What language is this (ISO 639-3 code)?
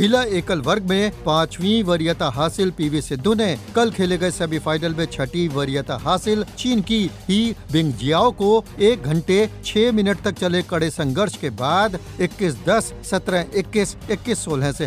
hin